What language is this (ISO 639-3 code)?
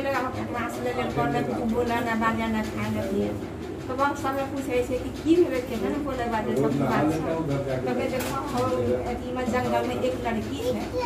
mai